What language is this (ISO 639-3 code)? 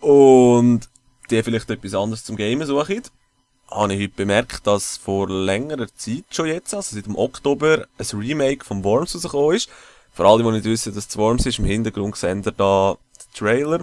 gsw